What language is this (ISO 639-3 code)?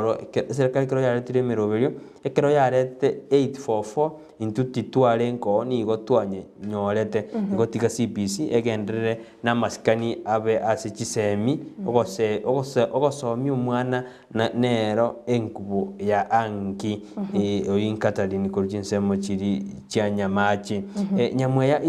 guz